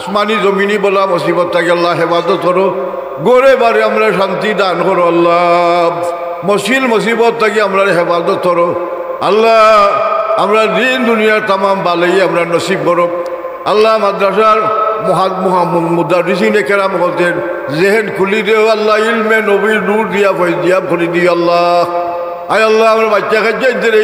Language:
Sylheti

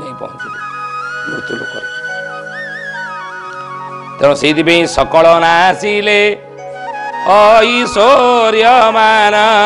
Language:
Odia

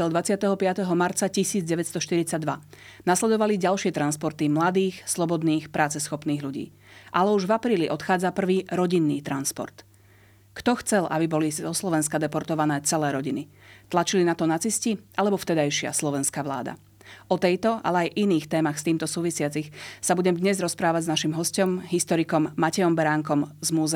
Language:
Slovak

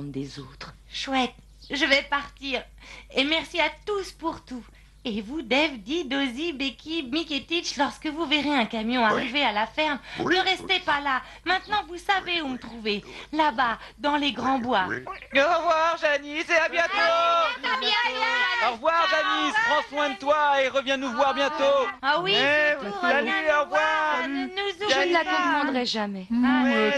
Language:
French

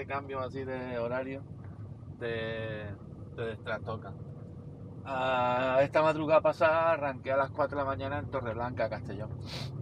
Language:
Spanish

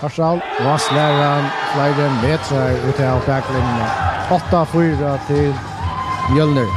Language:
Faroese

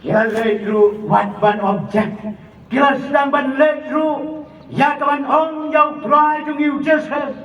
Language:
Khasi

